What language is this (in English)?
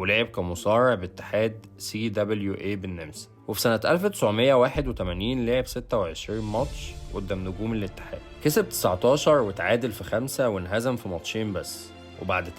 Egyptian Arabic